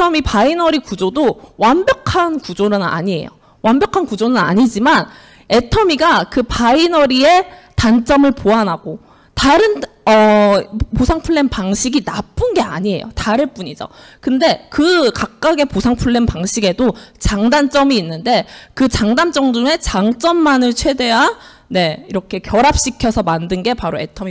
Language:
Korean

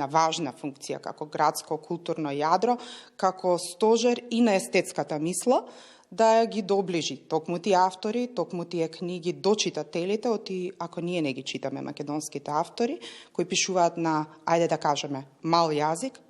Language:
Macedonian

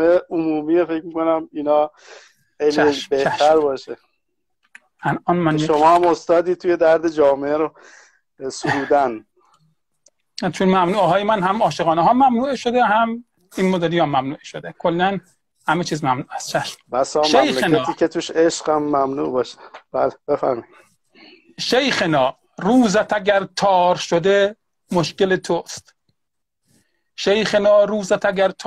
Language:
Persian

